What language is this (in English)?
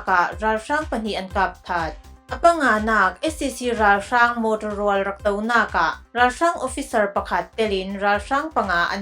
Falam Chin